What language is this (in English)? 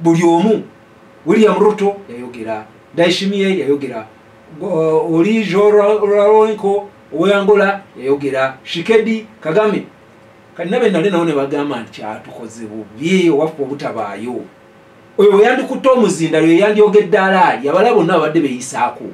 Ganda